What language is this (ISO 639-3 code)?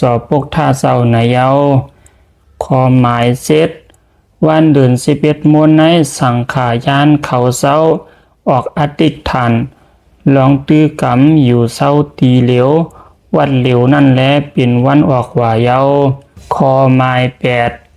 shn